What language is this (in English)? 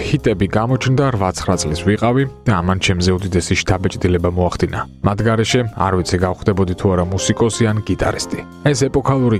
Georgian